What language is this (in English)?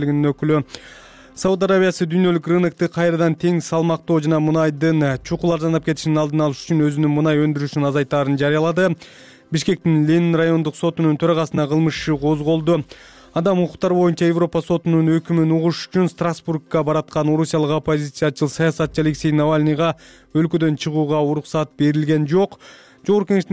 Kyrgyz